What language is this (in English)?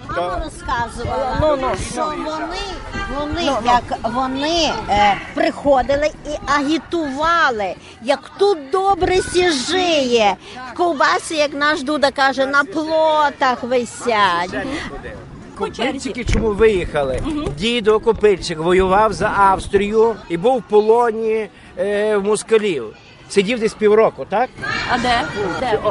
Ukrainian